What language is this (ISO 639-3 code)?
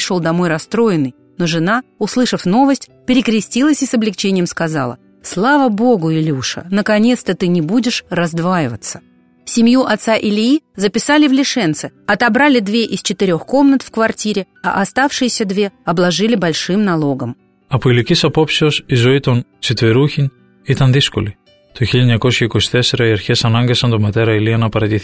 ell